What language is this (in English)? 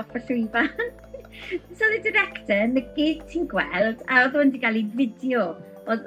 Welsh